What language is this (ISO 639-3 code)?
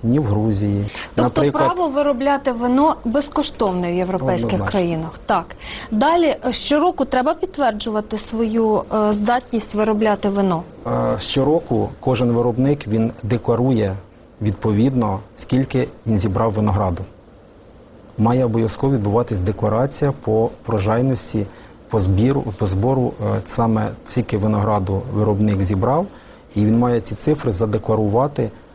ukr